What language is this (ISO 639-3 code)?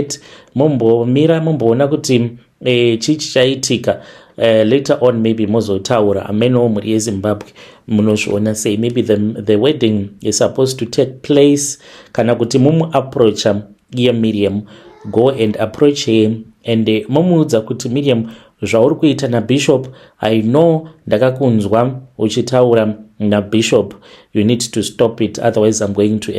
sna